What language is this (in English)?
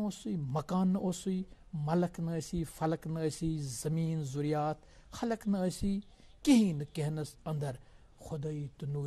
Kashmiri